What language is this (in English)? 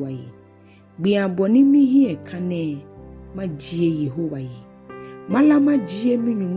Ga